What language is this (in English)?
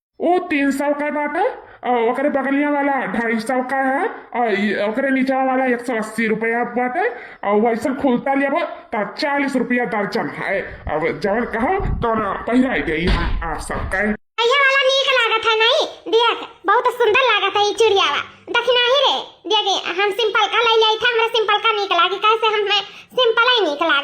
Awadhi